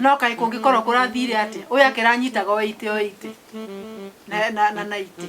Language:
Kikuyu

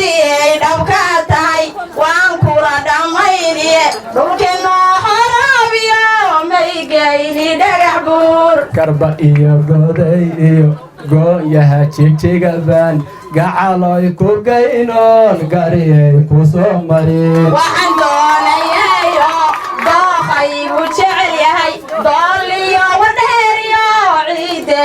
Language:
Somali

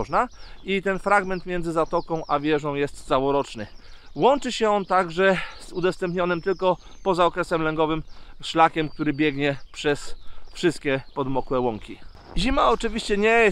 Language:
Polish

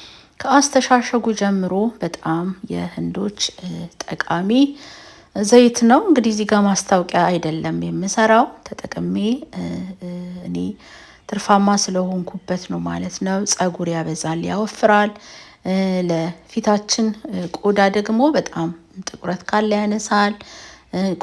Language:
Amharic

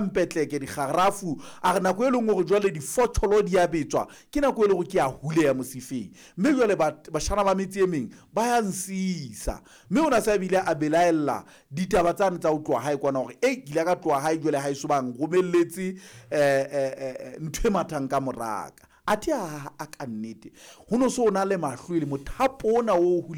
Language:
Southern Sotho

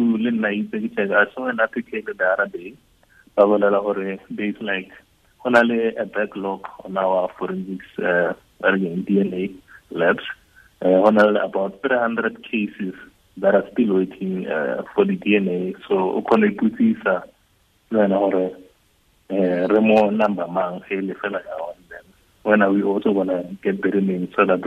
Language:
Tswana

